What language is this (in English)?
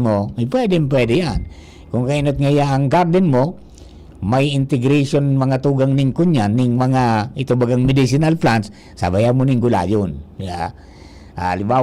Bikol